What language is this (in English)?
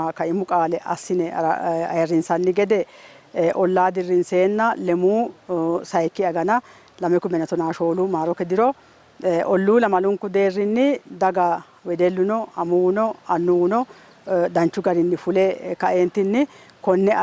Sidamo